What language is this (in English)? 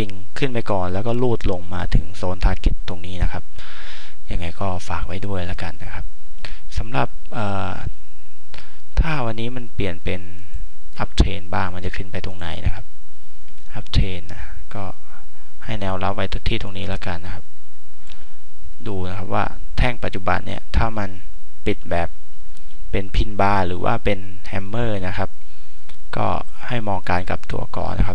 Thai